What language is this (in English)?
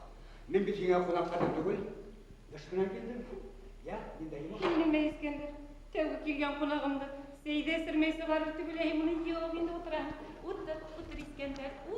Bashkir